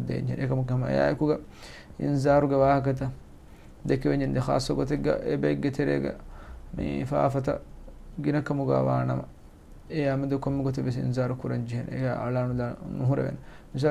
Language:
Divehi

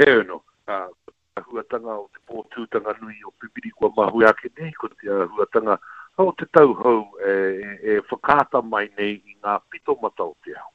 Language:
Māori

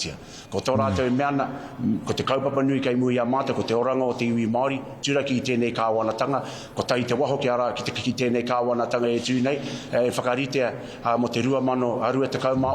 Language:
Māori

